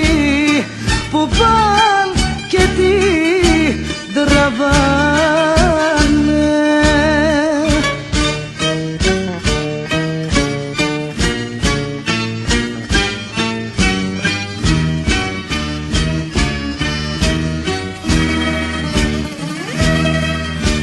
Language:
Greek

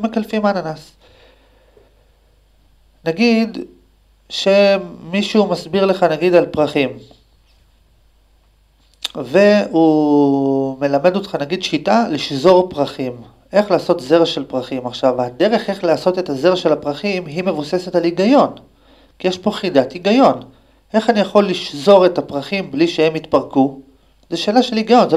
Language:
Hebrew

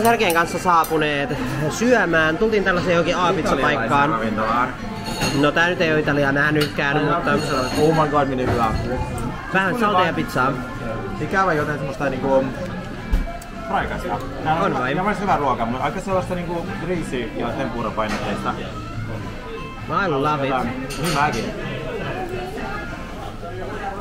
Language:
Finnish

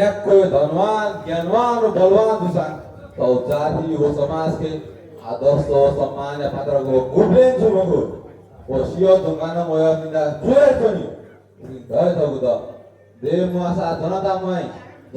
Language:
Newari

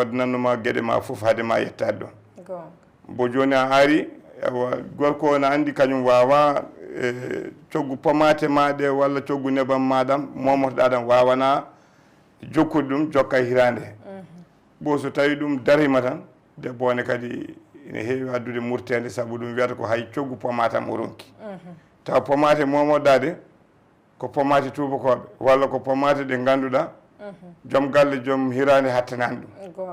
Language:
Fula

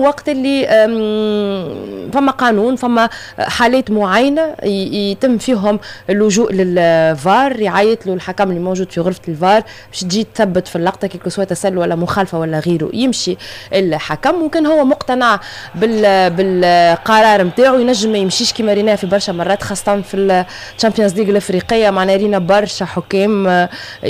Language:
Tunisian Arabic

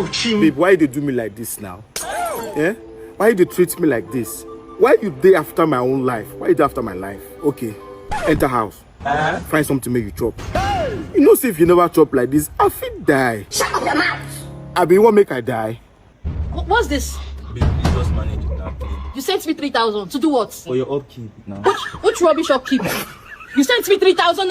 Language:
Nigerian Pidgin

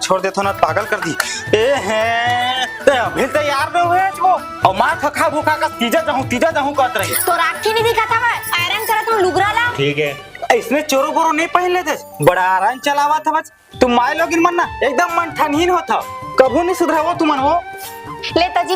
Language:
Chhattisgarhi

